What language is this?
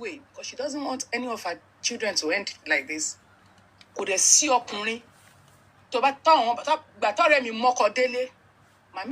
Yoruba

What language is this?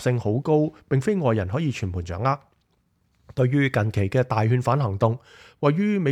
Cantonese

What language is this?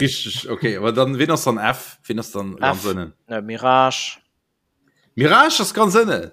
Luxembourgish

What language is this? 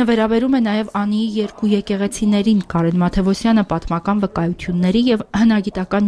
Armenian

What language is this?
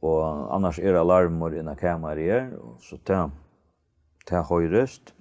Faroese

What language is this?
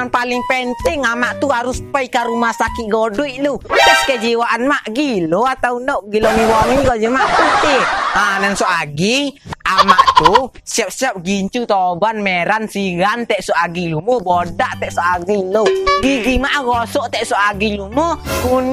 Minangkabau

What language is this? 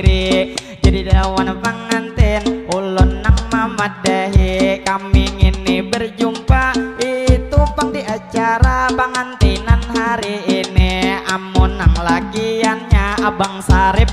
Banjar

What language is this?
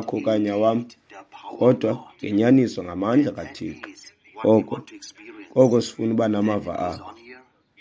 Xhosa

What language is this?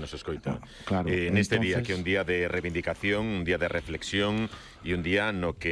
Galician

